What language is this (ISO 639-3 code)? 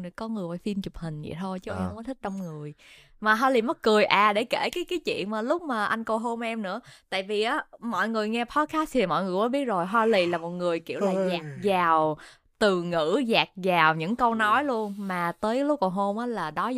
vie